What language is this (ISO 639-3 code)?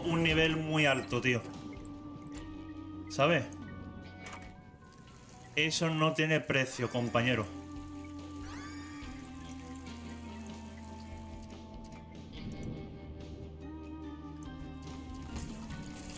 spa